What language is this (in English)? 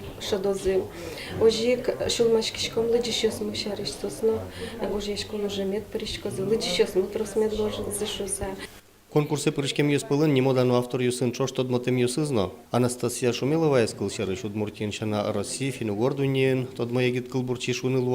Udmurt